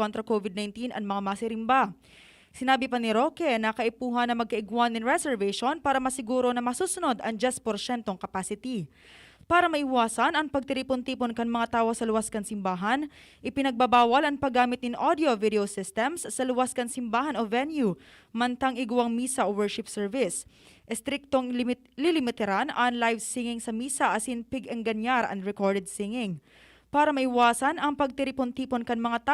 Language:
Bikol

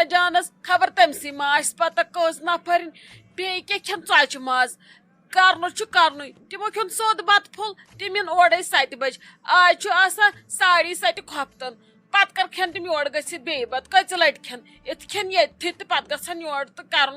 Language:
Kashmiri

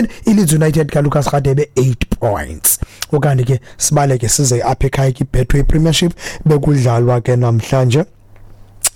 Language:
Xhosa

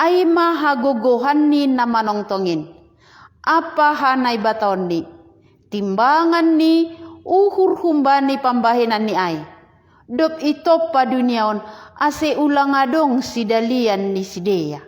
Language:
Batak Simalungun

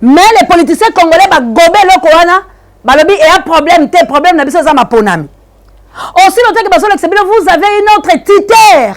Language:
Lingala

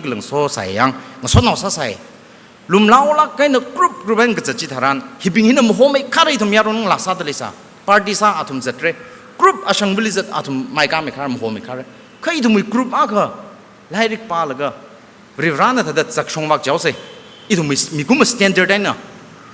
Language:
Tangkhul Naga (India)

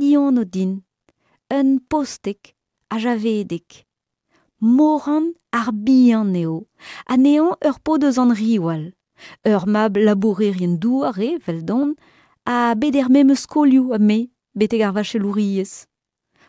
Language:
Breton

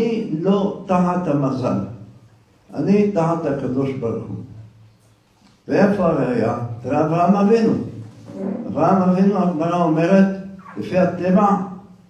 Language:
Hebrew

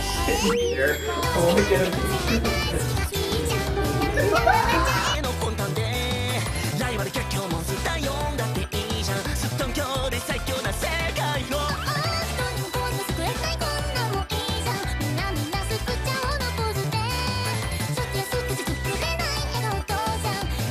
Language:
Japanese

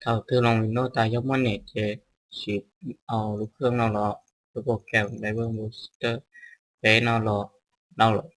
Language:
Hmong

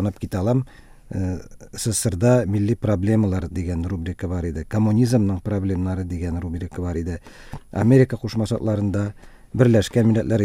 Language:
Tatar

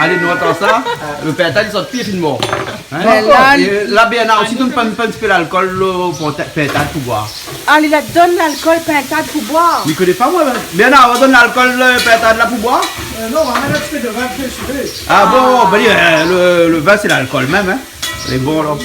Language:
Réunion Creole French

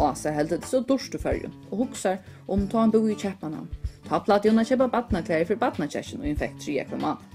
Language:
Faroese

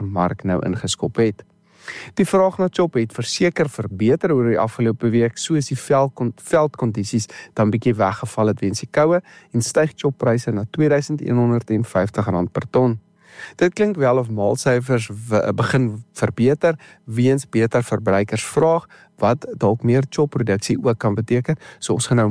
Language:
Afrikaans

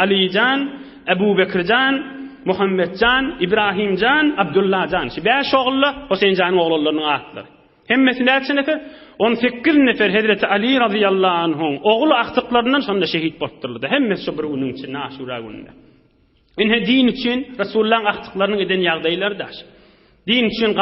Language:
Turkmen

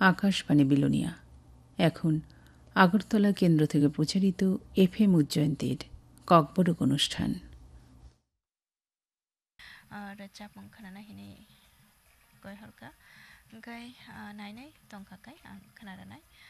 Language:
Bangla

